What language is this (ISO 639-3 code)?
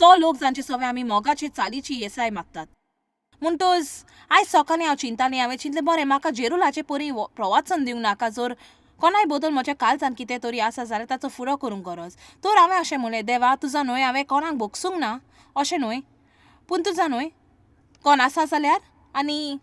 kok